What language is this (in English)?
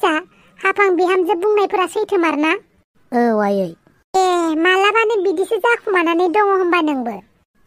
Bodo